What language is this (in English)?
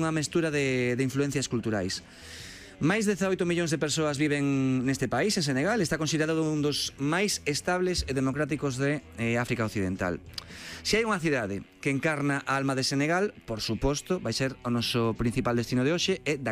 Galician